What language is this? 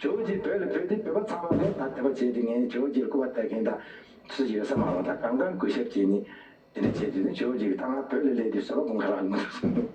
Tibetan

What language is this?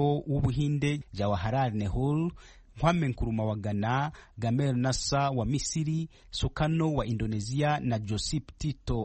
Kinyarwanda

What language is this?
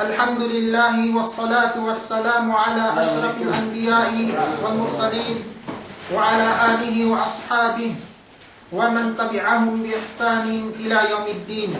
Yakan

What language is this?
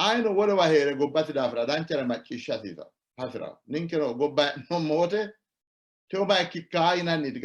Sidamo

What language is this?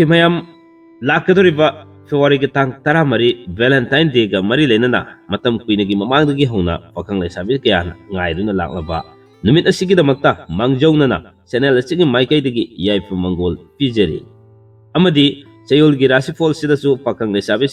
Manipuri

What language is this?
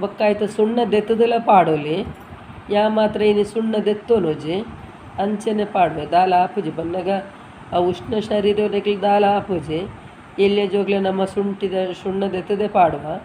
Tulu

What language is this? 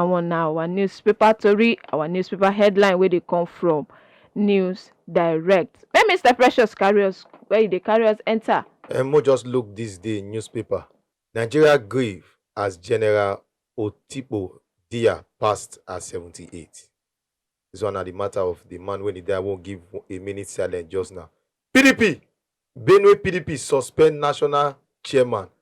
Nigerian Pidgin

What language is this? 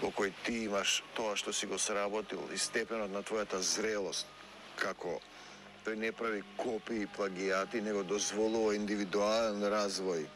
Macedonian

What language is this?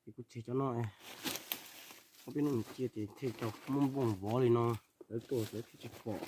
Hmong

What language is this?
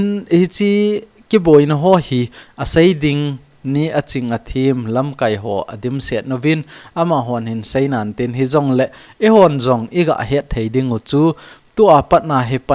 Thado Chin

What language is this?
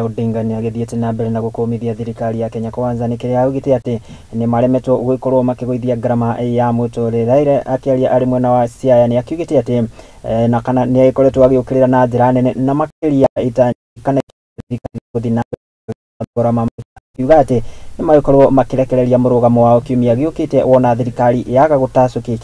Kikuyu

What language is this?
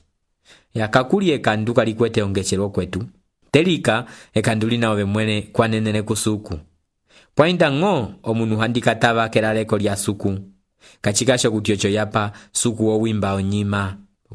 Umbundu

